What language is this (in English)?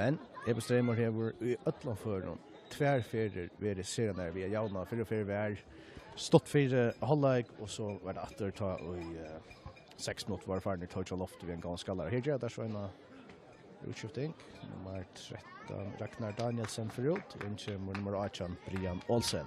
Faroese